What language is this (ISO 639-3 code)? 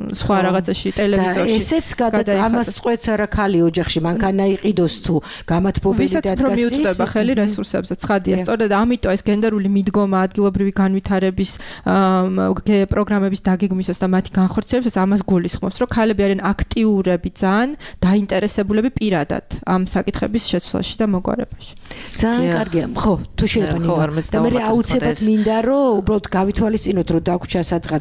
kat